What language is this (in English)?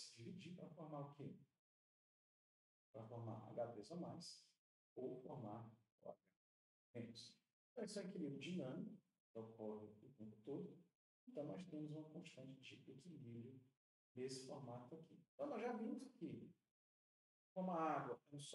Portuguese